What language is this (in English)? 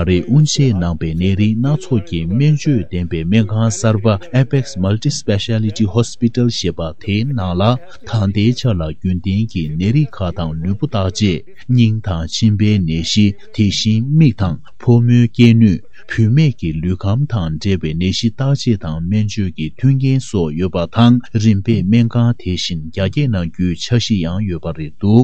Tibetan